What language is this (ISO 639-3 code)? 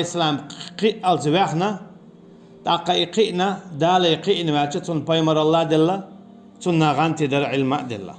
che